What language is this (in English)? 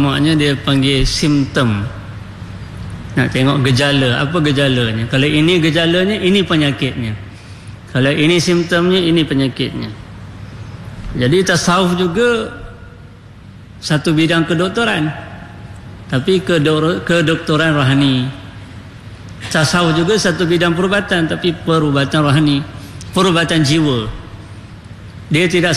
Malay